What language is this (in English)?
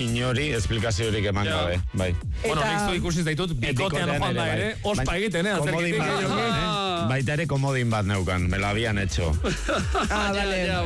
Basque